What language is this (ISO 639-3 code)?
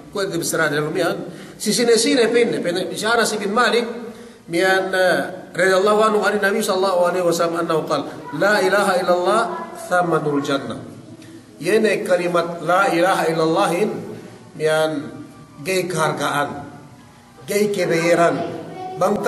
yka